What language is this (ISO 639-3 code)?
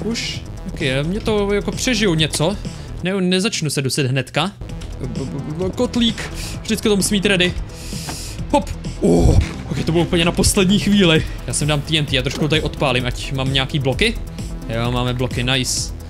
ces